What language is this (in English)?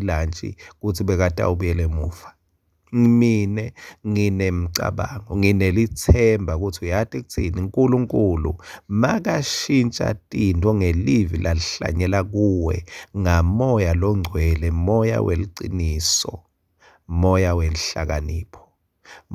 Swati